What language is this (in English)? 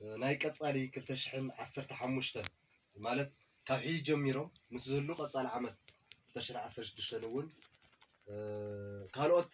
Tigrinya